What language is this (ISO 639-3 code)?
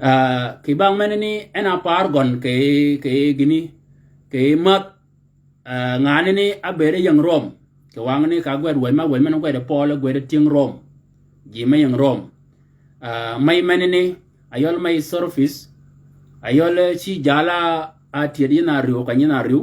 shk